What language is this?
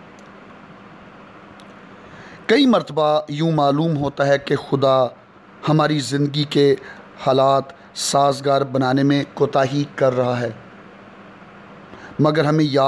Urdu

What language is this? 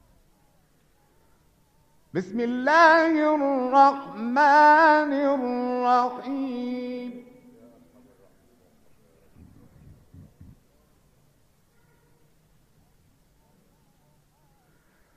Arabic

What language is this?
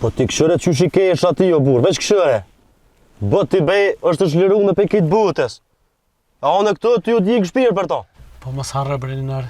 Albanian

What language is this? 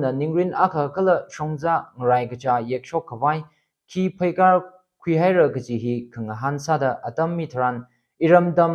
Tangkhul Naga (India)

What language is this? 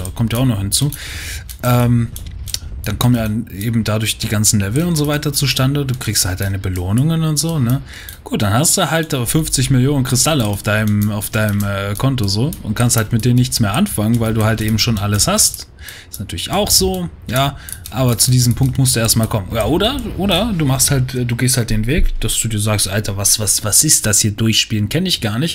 German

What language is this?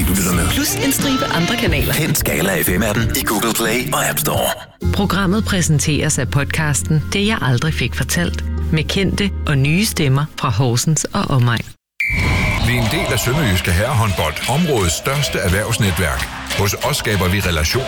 Danish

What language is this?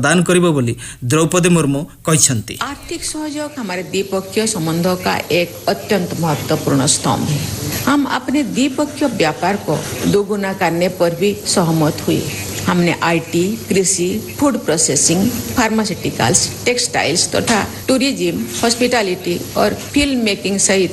Odia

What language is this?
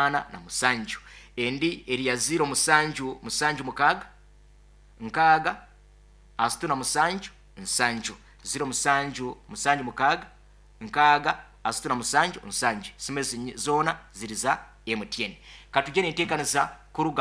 Nyoro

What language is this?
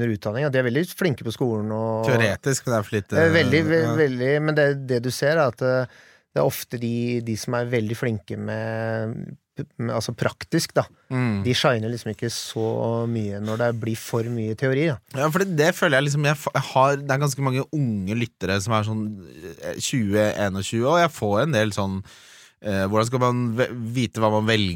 Norwegian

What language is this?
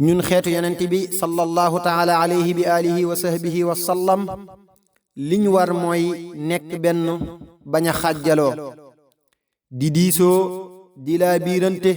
Wolof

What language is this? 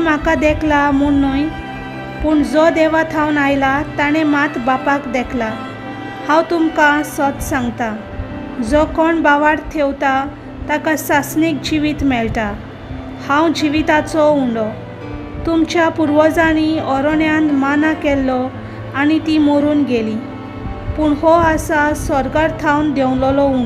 Konkani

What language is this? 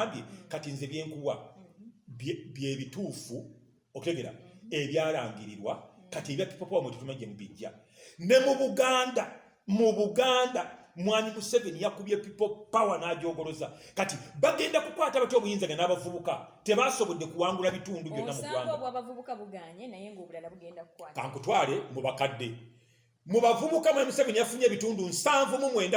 Ganda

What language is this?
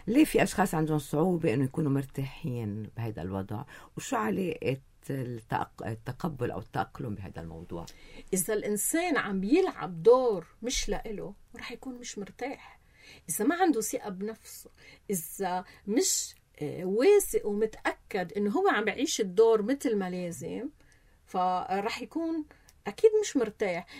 North Levantine Arabic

